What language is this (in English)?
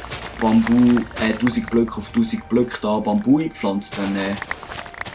Swiss German